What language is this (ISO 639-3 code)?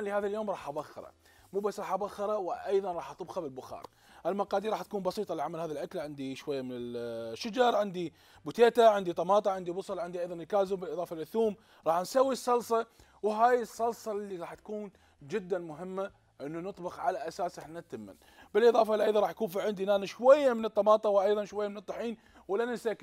acm